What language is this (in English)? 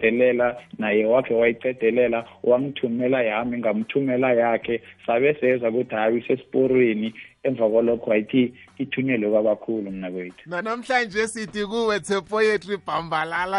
South Ndebele